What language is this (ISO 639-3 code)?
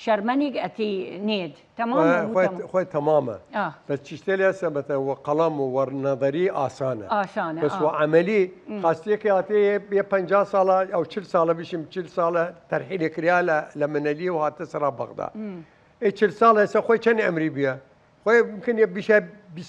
sdh